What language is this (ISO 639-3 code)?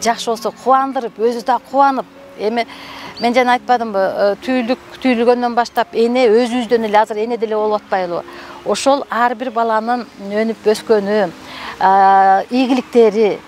kir